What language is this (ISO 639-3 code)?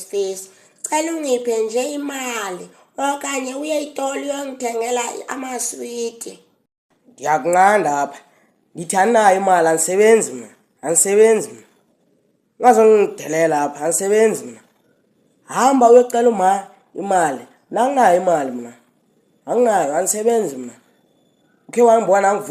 zul